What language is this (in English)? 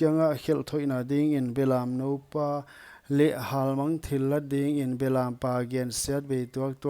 Paite Chin